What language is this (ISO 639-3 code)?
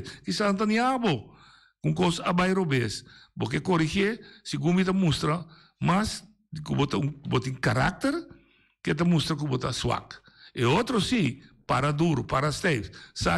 pap